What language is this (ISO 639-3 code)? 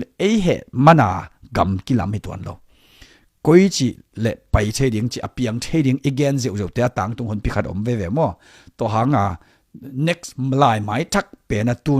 ctd